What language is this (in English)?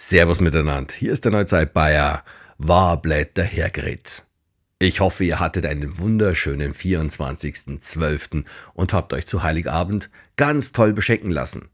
Bavarian